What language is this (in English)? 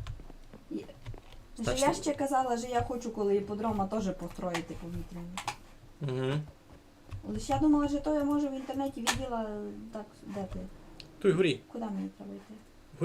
Rusyn